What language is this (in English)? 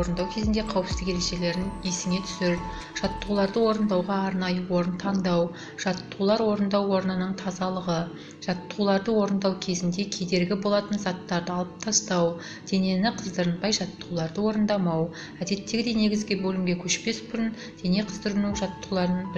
Kazakh